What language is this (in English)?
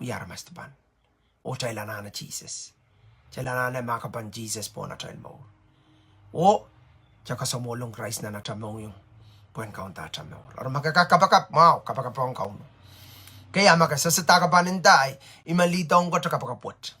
Pohnpeian